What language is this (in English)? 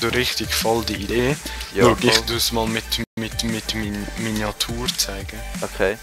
Swiss German